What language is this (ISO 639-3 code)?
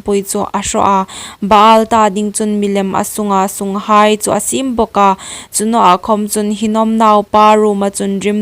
hmr